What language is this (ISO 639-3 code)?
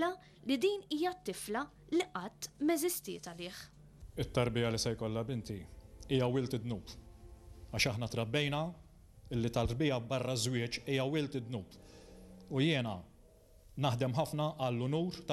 mlt